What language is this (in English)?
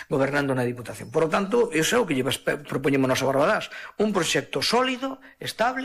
Galician